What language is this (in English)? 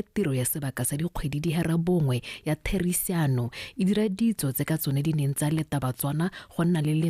Tswana